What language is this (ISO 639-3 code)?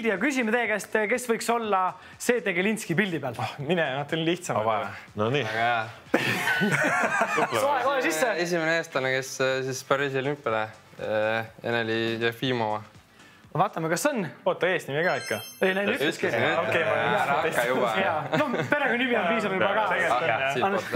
est